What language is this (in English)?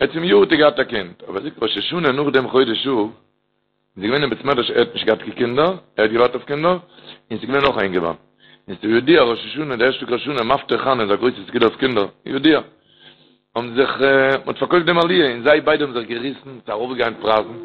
Yiddish